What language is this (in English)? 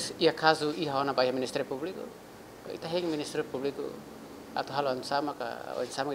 Tetum